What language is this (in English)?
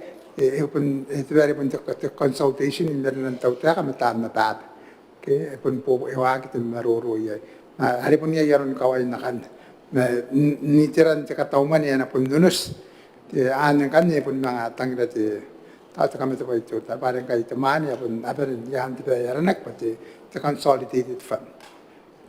Gilbertese